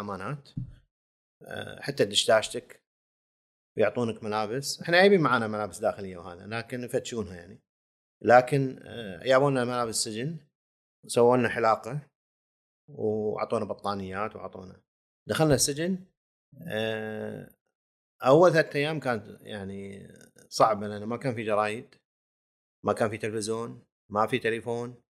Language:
Gulf Arabic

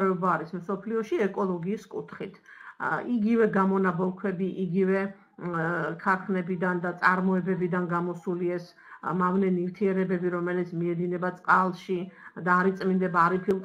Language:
Georgian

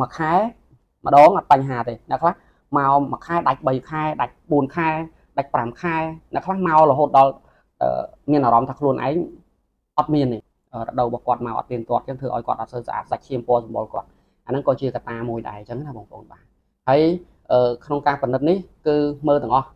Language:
Khmer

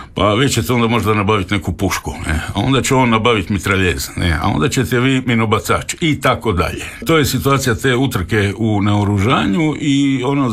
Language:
Croatian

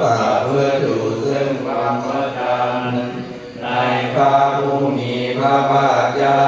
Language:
Pali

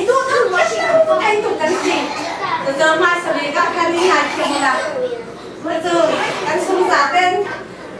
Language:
Falam Chin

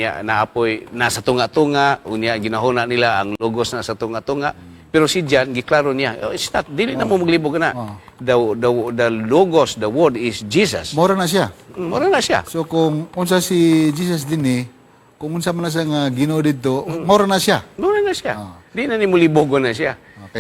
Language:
Cebuano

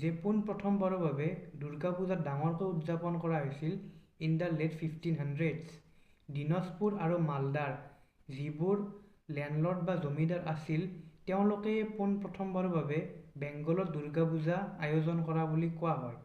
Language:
Assamese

